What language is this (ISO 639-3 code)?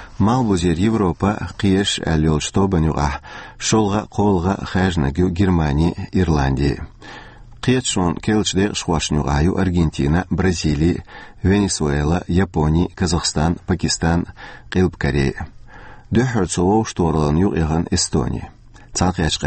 che